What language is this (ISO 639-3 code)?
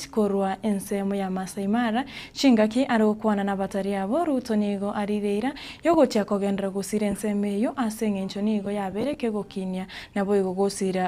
guz